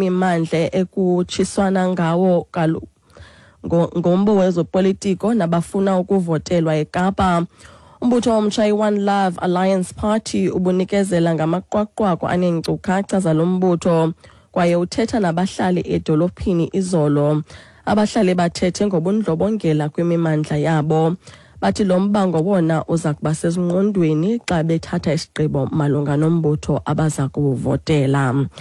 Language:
Xhosa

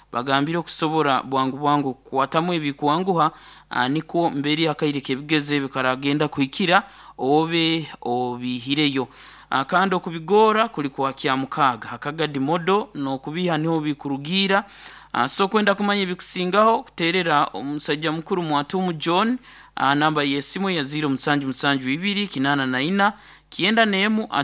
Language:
Nyoro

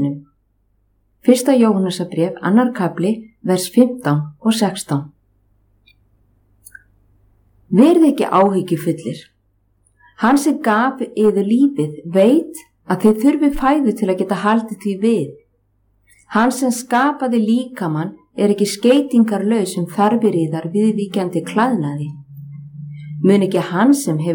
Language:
Icelandic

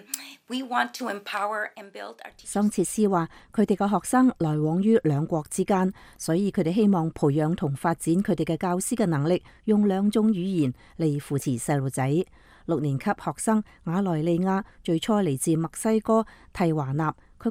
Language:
Cantonese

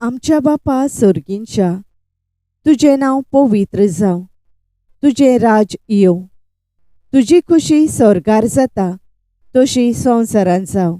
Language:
Konkani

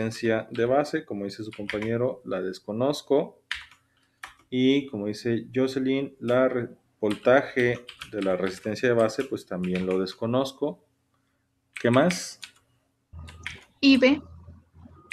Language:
Spanish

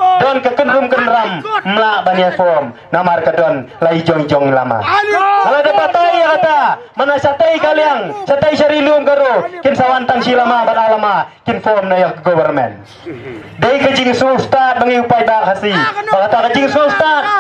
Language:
Khasi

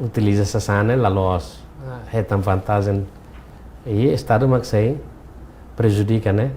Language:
Tetum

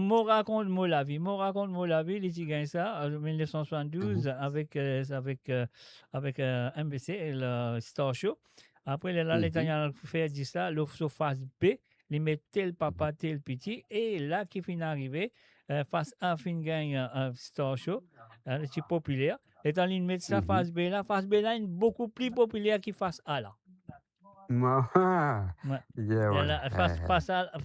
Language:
Morisyen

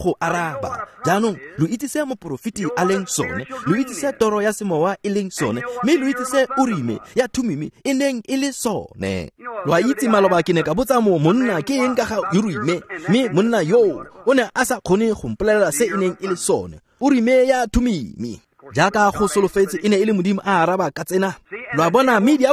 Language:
Tswana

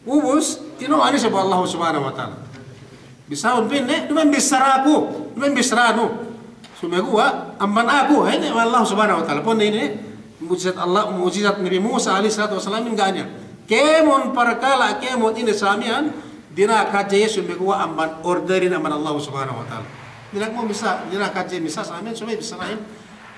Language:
Yakan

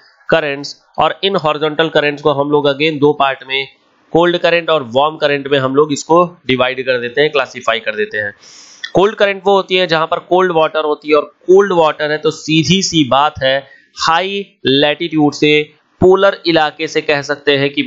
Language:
Hindi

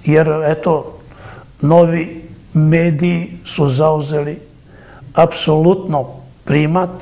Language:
Serbian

